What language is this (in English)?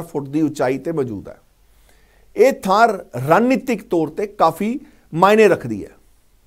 Punjabi